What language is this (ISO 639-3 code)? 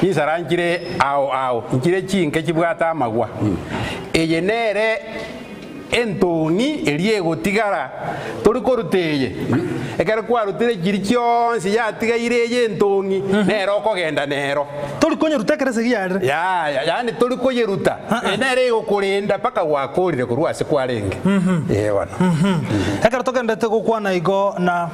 guz